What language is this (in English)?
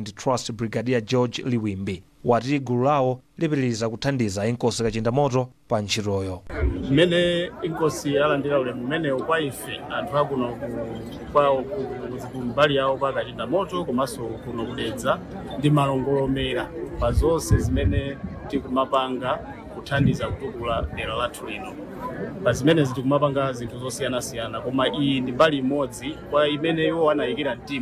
Nyanja